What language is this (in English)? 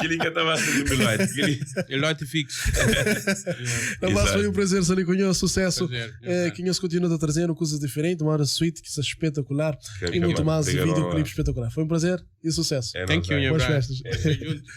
Kabuverdianu